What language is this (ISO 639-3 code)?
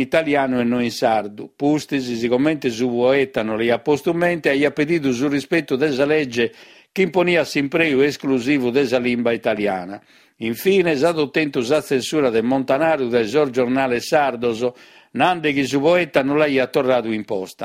srd